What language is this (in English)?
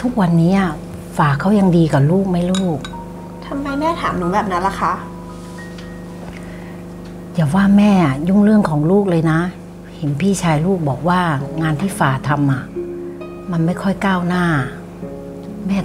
Thai